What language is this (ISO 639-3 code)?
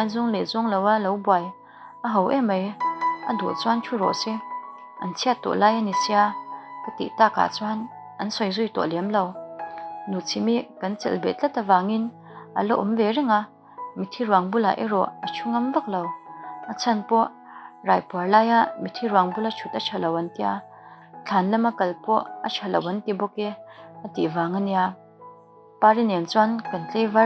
lus